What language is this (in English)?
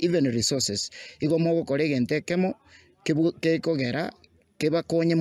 Gusii